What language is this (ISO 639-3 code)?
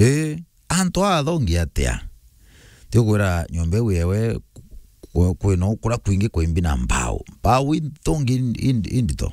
mer